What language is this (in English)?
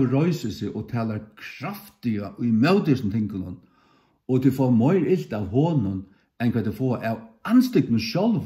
Faroese